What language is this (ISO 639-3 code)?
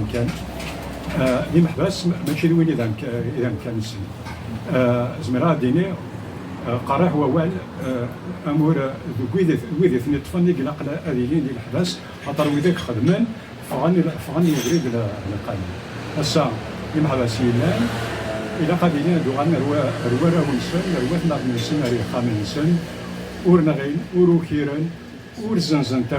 kab